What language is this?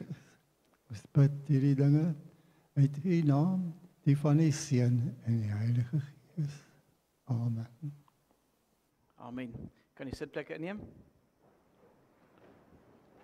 Afrikaans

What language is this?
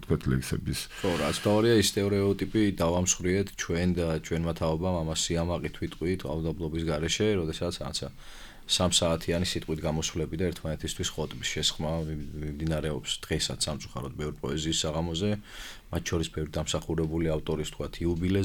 Georgian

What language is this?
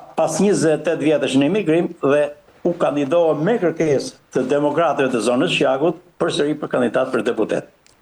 Albanian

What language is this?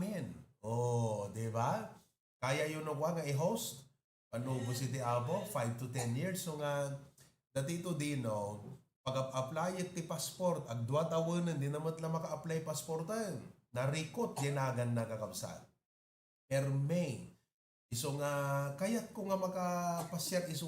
Iloko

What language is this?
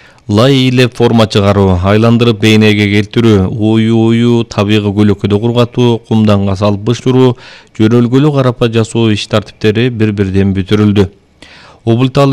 Kyrgyz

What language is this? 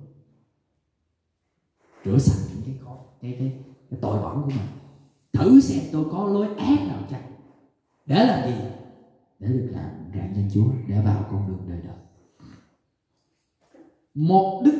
Vietnamese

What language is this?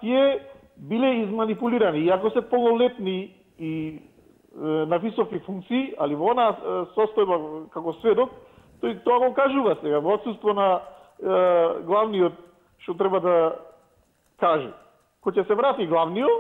Macedonian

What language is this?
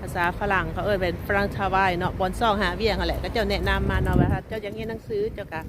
Lao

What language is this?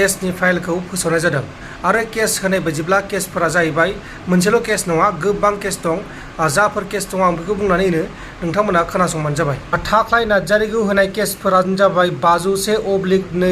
Bodo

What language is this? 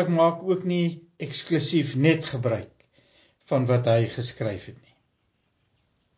Afrikaans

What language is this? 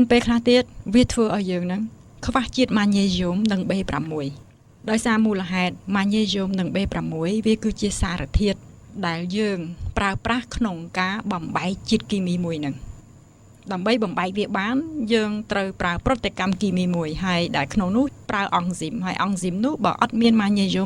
Khmer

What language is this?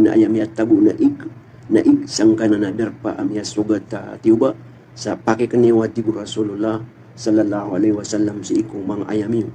Maranao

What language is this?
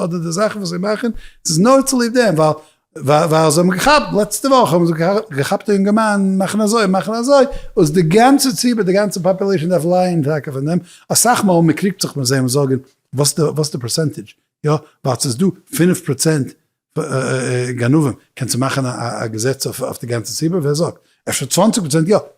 Yiddish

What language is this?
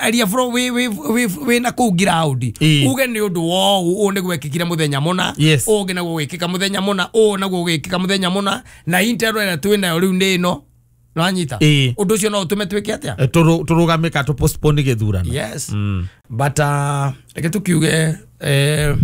Kikuyu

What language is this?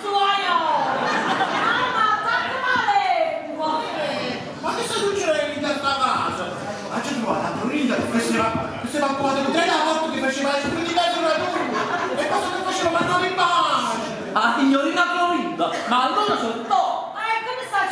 Neapolitan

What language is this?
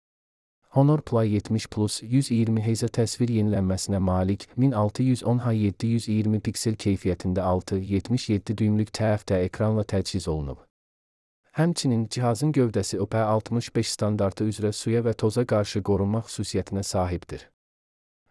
Azerbaijani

